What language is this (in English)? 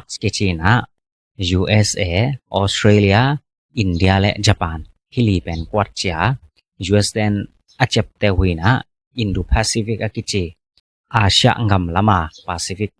Tedim Chin